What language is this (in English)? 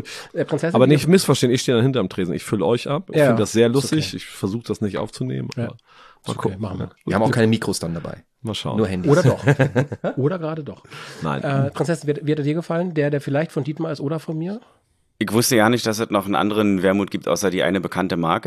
German